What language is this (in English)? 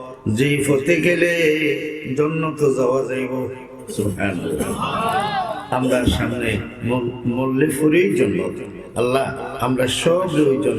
Sylheti